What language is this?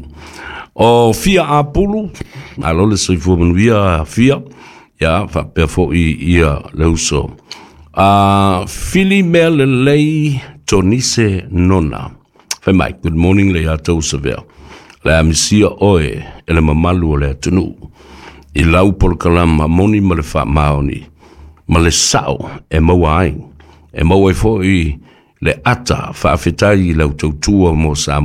Samoan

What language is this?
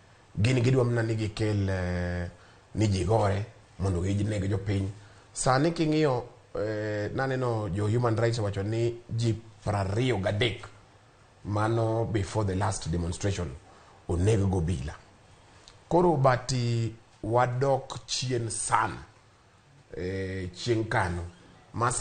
Luo (Kenya and Tanzania)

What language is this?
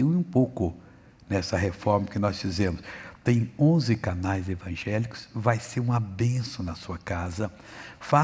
Portuguese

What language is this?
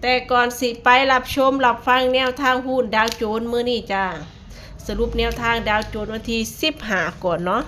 Northeastern Thai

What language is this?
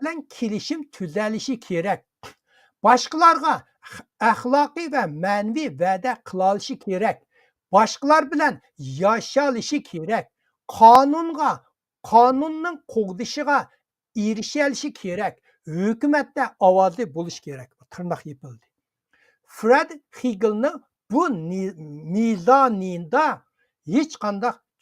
Uyghur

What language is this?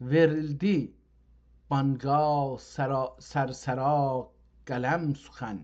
South Azerbaijani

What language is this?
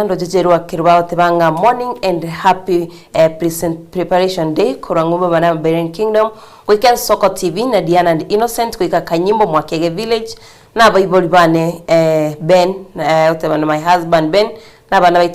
Gusii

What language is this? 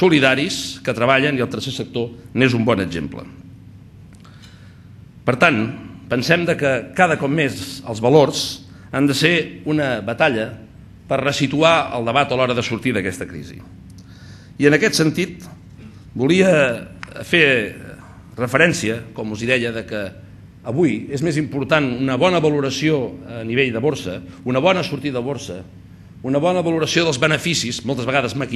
Catalan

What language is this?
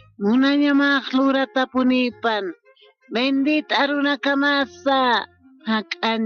Aymara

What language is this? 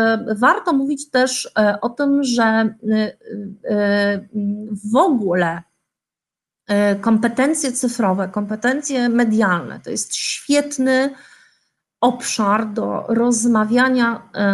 Polish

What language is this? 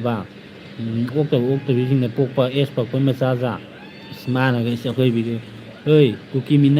Manipuri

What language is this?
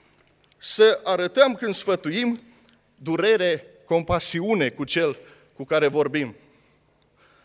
Romanian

